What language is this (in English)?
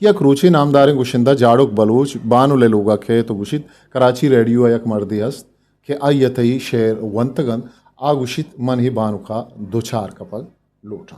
Eastern Balochi